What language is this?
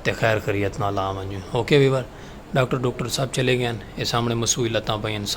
Saraiki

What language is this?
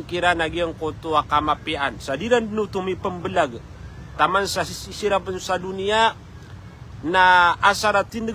Maranao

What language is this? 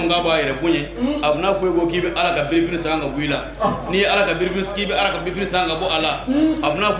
Bambara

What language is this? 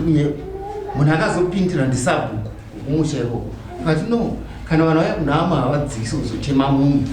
Shona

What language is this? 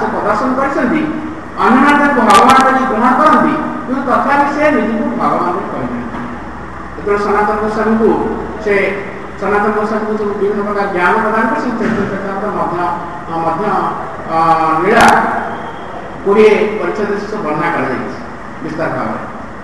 Odia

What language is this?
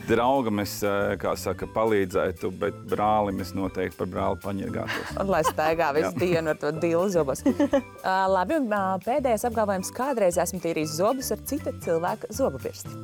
Latvian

